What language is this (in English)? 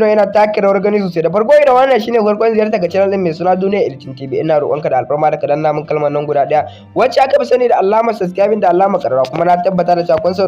Hausa